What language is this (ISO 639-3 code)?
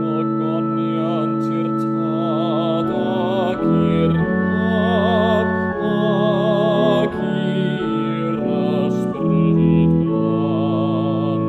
cym